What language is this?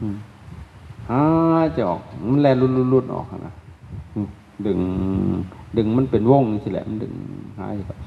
Lao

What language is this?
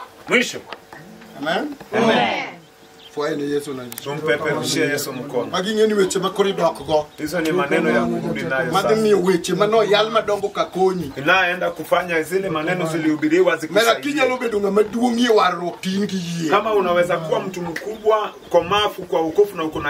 Luo (Kenya and Tanzania)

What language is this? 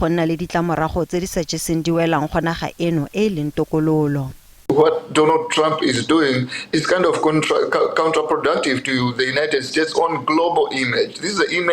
Tswana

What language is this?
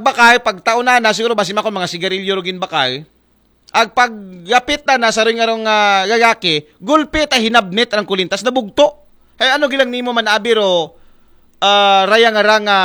Aklanon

